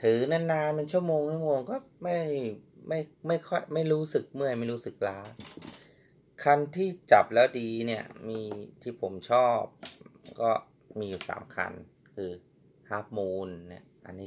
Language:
Thai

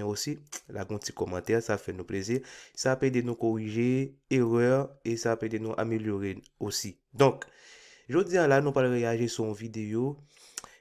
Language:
Haitian Creole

